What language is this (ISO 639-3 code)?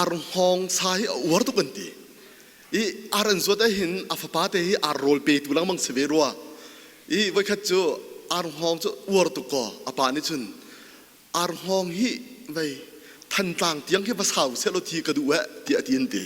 cnh